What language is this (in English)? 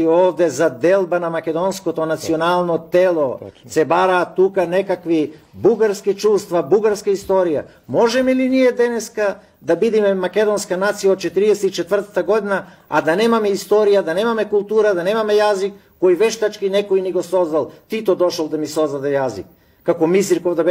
Macedonian